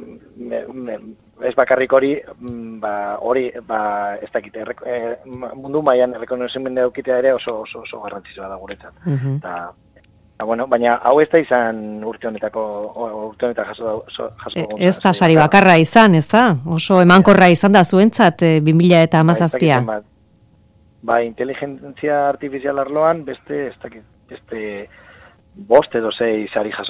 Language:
Basque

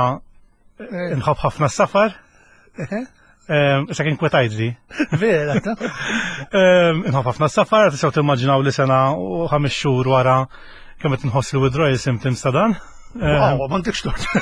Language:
Maltese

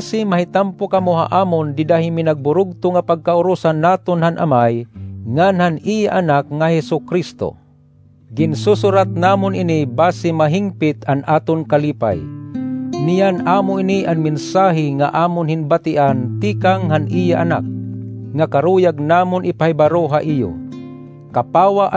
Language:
Waray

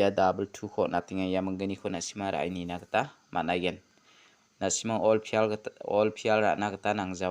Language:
Garo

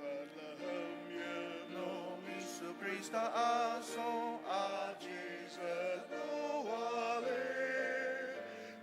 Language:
Ao Naga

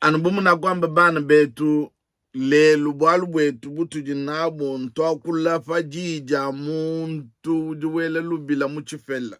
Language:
Luba-Lulua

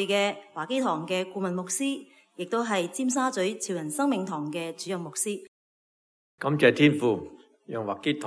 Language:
Cantonese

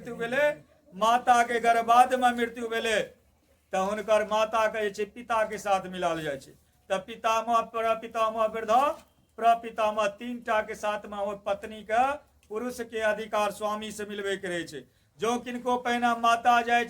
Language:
Maithili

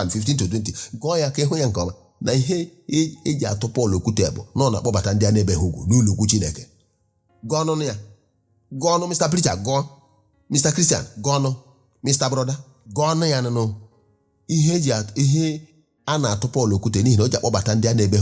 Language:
Igbo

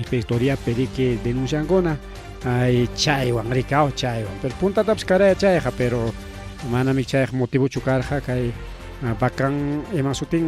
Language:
Ayacucho Quechua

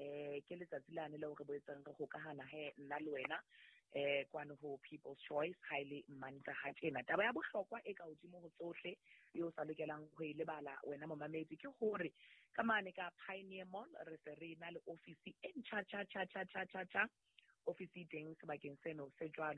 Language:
Southern Sotho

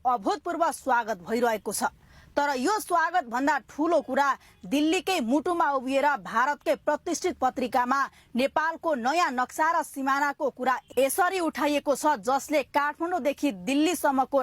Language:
Nepali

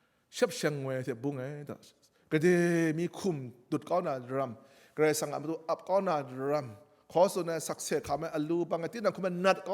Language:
Kachin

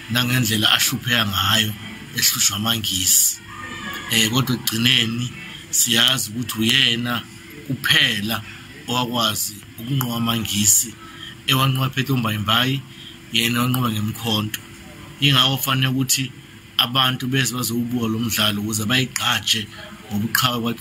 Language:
Zulu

